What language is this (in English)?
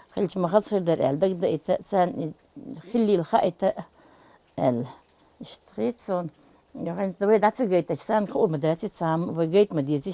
Chechen